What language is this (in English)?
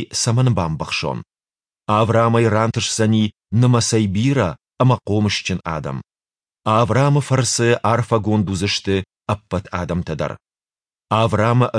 Ossetic